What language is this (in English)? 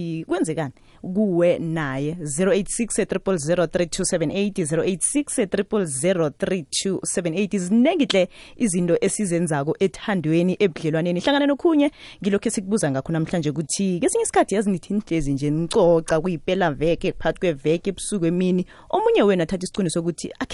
South Ndebele